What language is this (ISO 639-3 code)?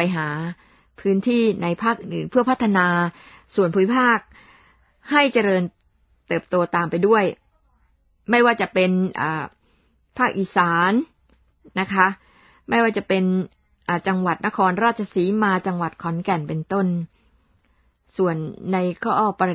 tha